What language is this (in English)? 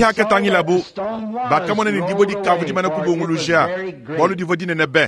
Luba-Lulua